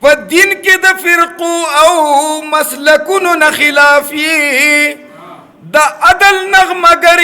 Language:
Pashto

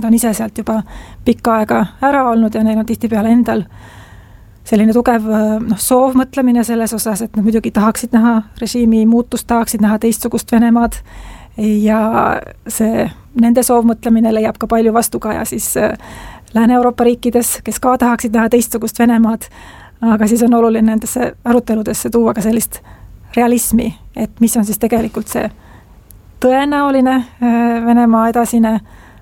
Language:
Estonian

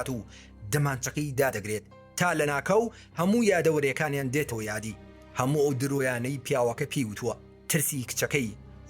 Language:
Central Kurdish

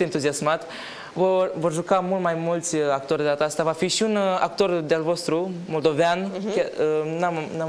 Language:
Romanian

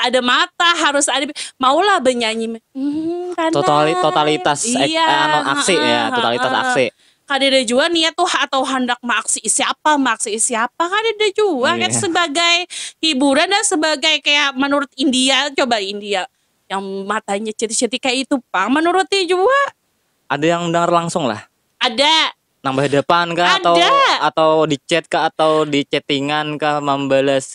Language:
Banjar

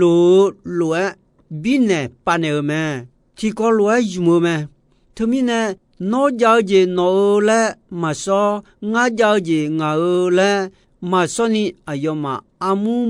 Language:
Akha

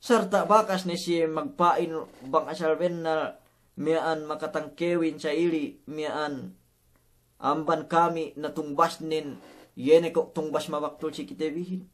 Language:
Yakan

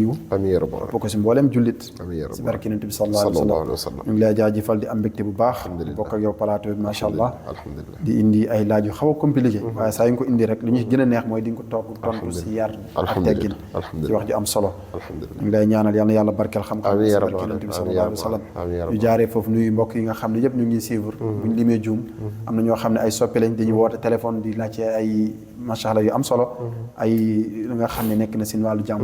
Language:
Wolof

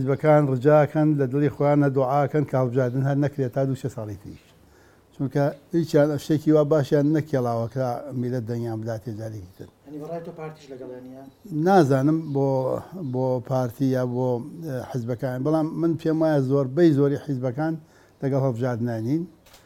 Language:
Central Kurdish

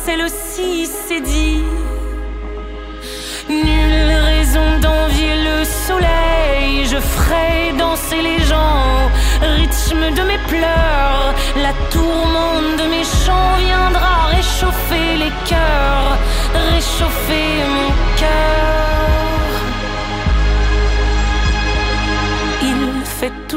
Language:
French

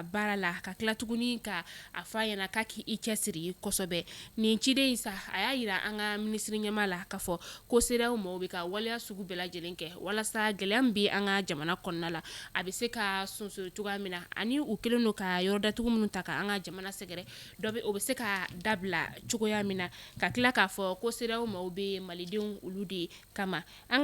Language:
Bambara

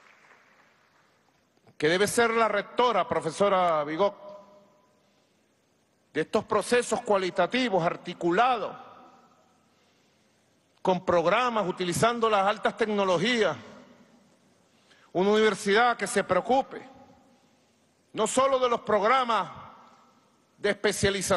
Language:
Spanish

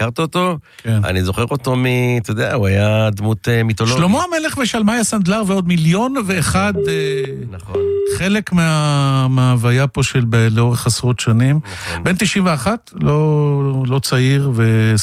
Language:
Hebrew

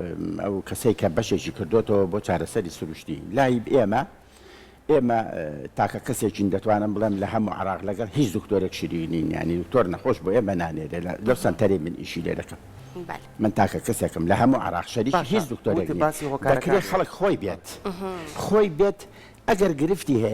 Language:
Central Kurdish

